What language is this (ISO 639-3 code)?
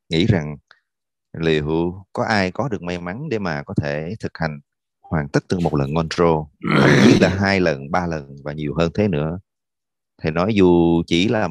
vie